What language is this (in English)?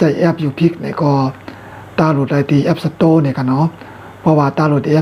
Shan